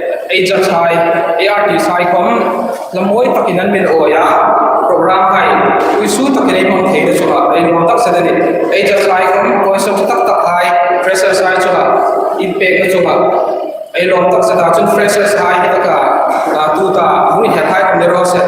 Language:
Hmar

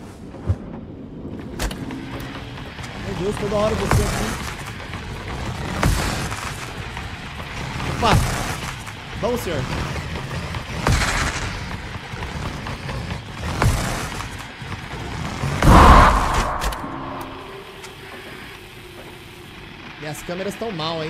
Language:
Portuguese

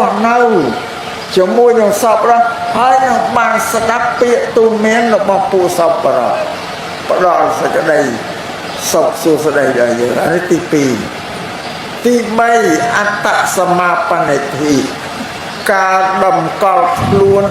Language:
Khmer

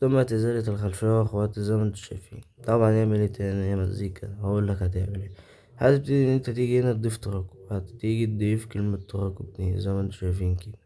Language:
Egyptian Arabic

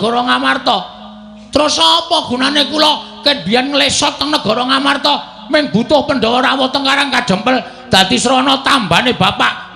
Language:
Javanese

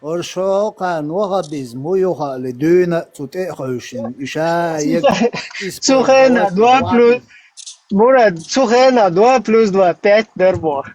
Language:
Chechen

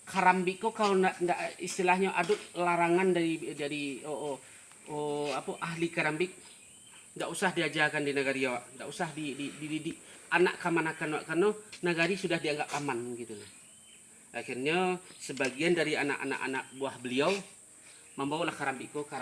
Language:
Minangkabau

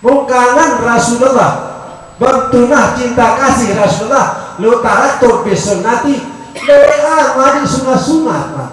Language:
Sasak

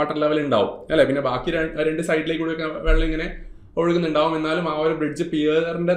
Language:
Malayalam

